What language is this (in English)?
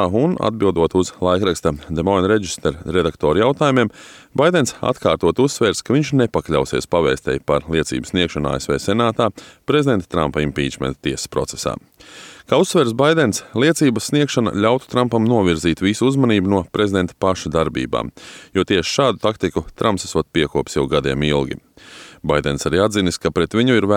Latvian